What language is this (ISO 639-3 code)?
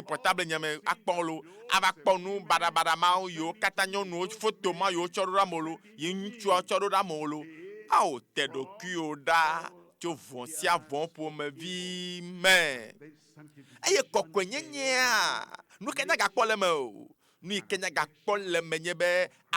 ewe